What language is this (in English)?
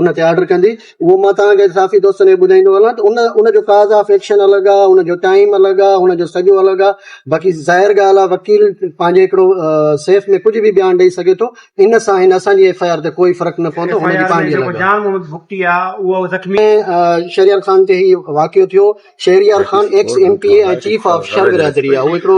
Sindhi